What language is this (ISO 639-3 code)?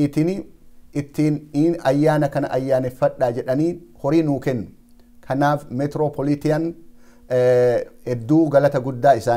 orm